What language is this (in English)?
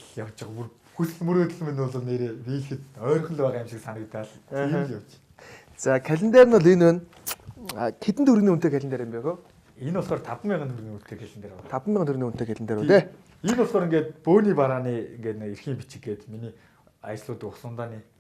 Mongolian